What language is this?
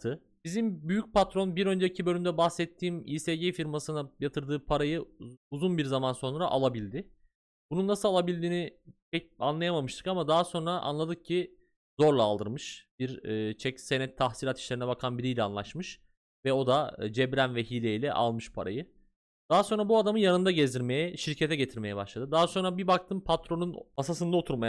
Turkish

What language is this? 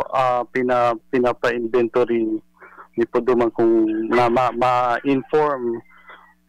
Bikol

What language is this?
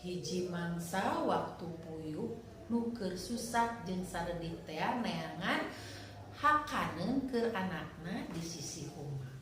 Sundanese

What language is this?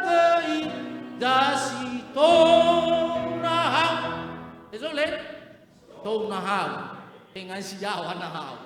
Nias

